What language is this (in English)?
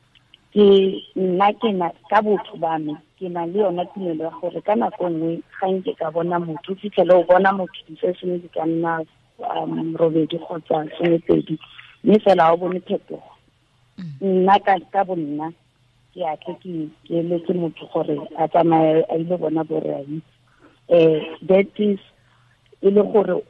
Tswana